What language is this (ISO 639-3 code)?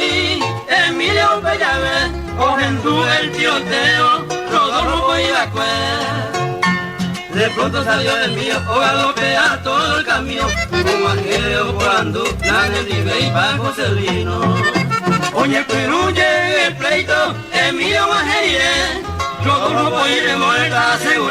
grn